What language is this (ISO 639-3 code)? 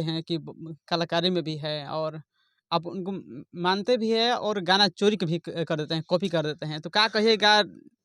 bho